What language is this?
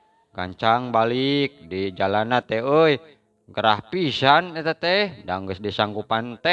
Sundanese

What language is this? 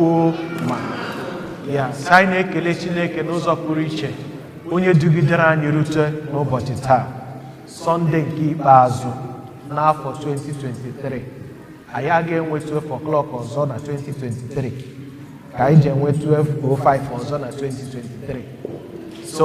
Igbo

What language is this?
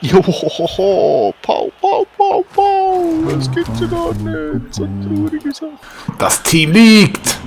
Swiss German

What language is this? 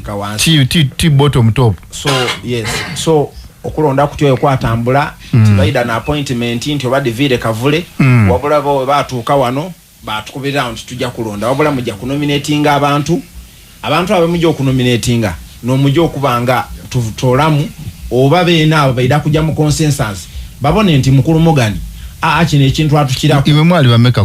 Ganda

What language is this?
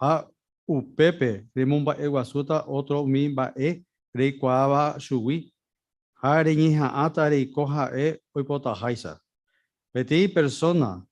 Guarani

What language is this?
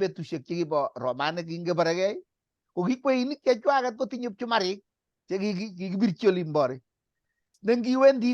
Kalenjin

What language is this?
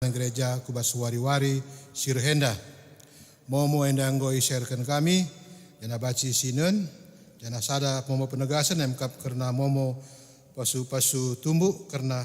Batak Karo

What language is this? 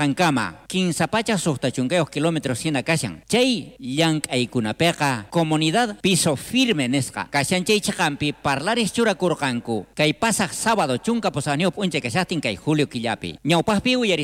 South Bolivian Quechua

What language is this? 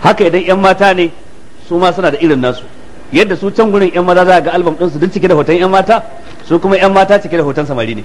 Hausa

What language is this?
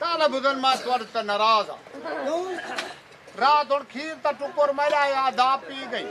Saraiki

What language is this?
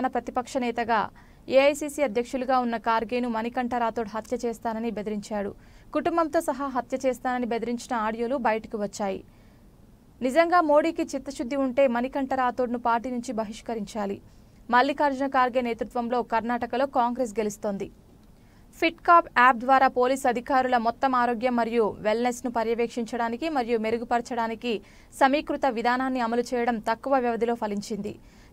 Telugu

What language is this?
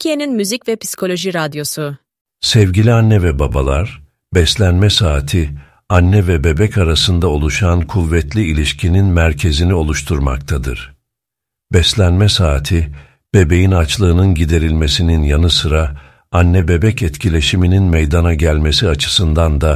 Turkish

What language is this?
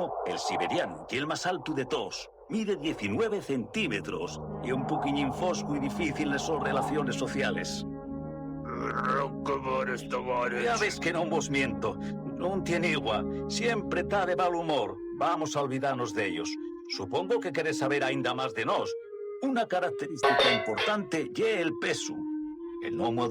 Asturian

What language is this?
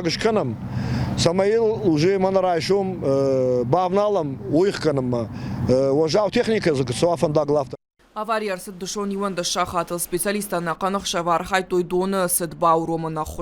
Ossetic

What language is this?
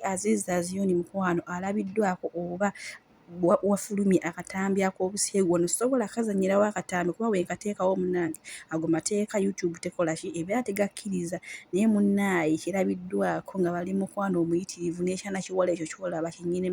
Ganda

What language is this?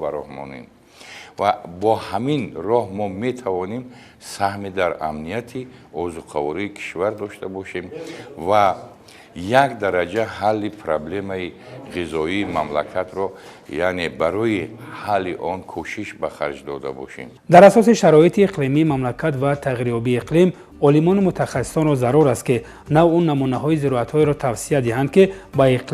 Tajik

